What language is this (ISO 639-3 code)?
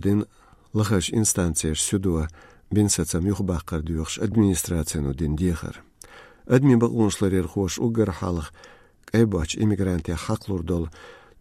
che